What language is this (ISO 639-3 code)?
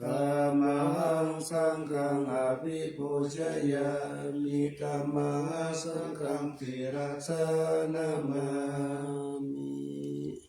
pli